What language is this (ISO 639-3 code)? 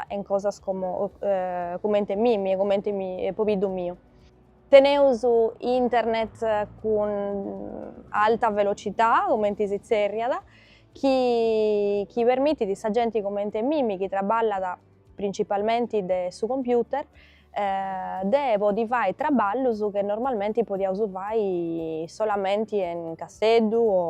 srd